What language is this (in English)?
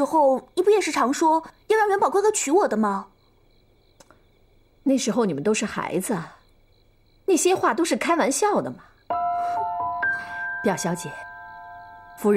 Chinese